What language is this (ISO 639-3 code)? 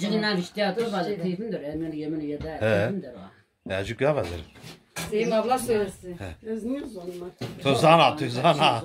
zza